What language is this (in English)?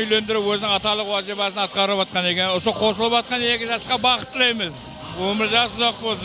Kara-Kalpak